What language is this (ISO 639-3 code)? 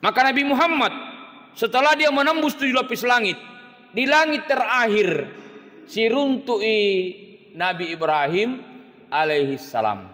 bug